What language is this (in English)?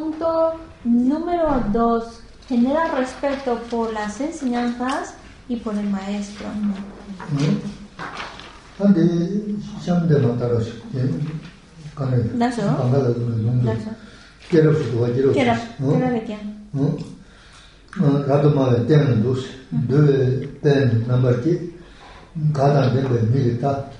Spanish